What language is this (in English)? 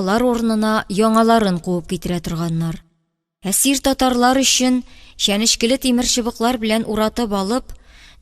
Tatar